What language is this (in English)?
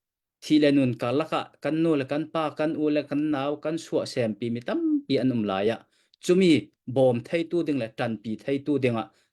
Hakha Chin